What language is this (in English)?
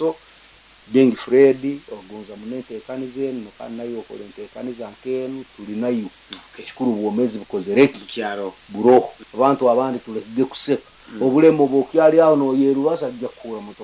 Nyankole